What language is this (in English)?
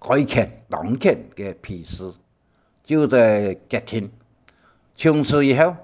Hakka Chinese